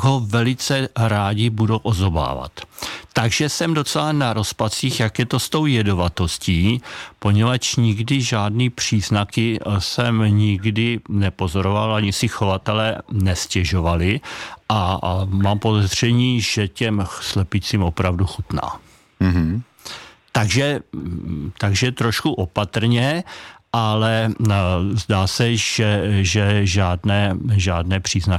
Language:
Czech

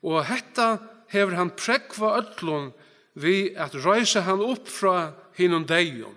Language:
Faroese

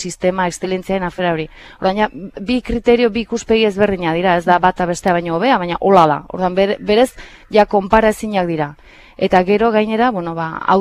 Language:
Basque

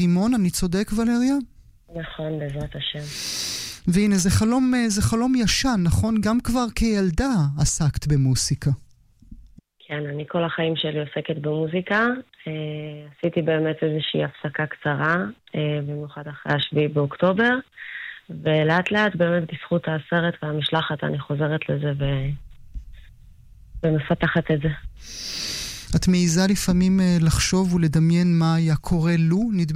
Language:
Hebrew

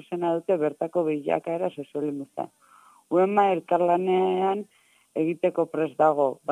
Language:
Basque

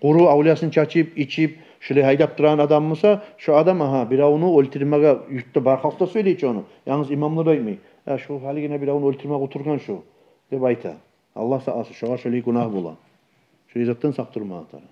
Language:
Kumyk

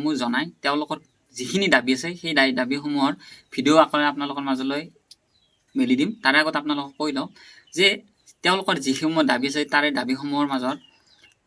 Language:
Assamese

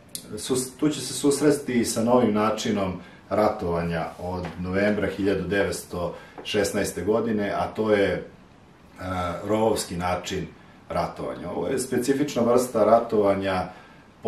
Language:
Serbian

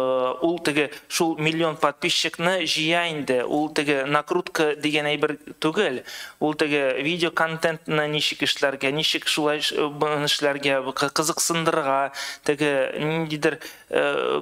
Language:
Tatar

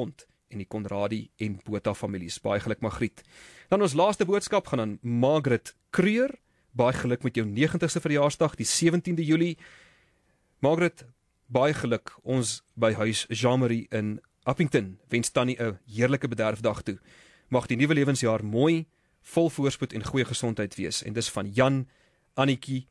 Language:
Afrikaans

